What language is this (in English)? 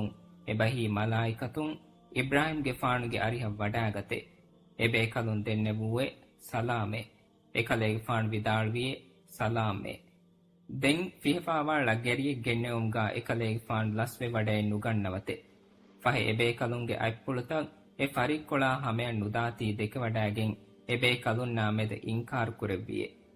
Divehi